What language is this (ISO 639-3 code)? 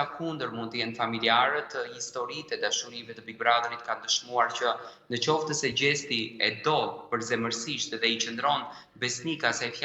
sqi